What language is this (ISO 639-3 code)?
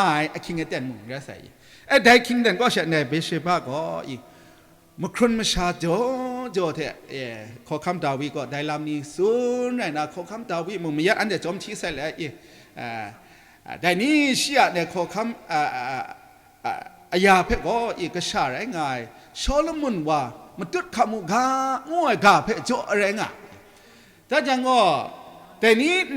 kac